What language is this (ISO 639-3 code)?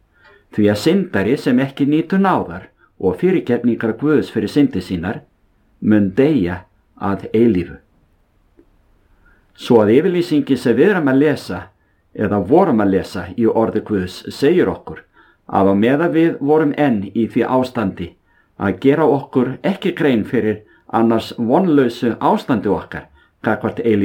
isl